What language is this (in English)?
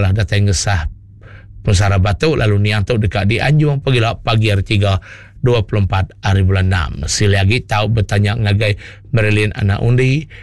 Iban